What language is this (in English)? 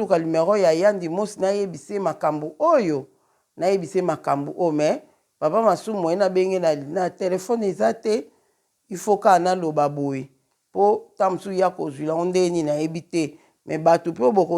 Lingala